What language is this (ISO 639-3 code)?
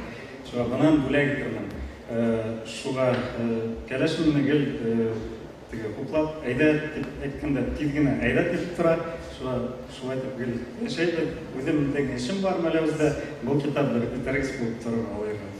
bak